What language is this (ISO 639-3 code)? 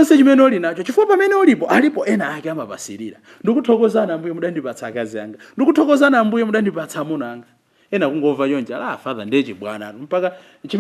nya